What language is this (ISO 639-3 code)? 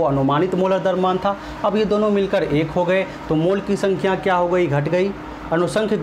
hin